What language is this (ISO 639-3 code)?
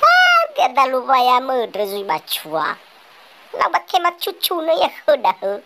nia